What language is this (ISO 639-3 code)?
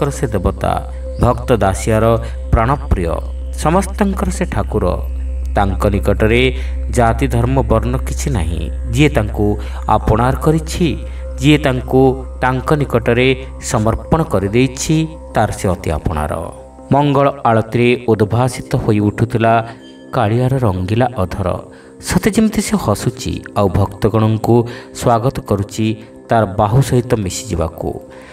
ori